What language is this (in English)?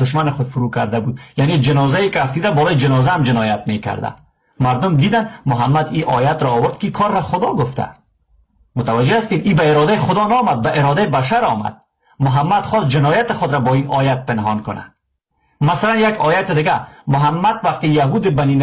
Persian